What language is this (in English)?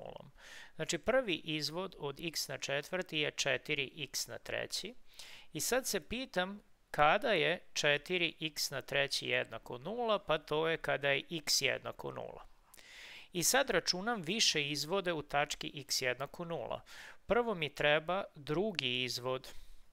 Serbian